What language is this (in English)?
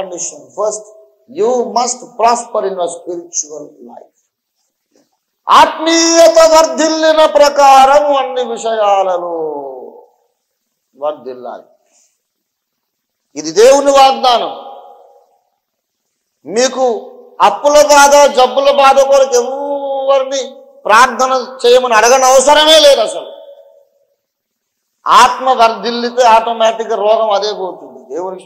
Telugu